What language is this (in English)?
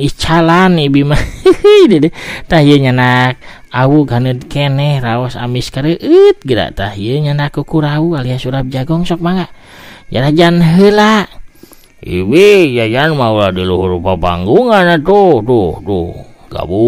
Sundanese